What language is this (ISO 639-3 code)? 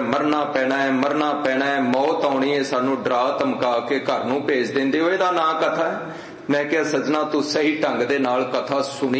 pan